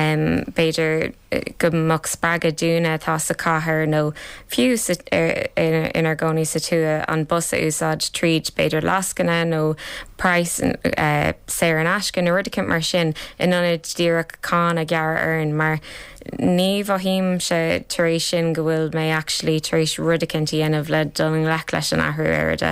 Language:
Irish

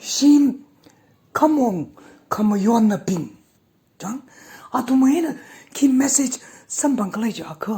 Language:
Tangkhul Naga (India)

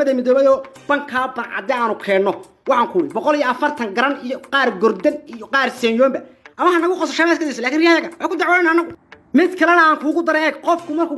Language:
Somali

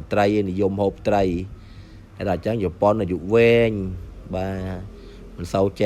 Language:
Khmer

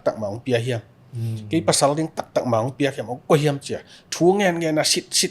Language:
Tedim Chin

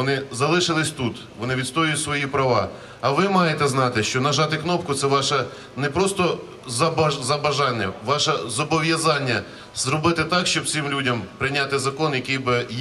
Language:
Ukrainian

